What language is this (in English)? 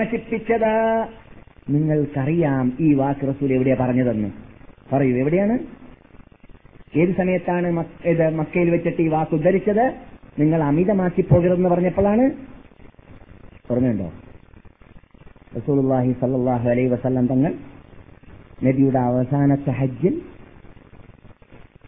Malayalam